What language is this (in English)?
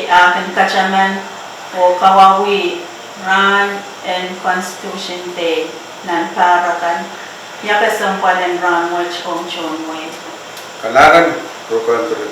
Pohnpeian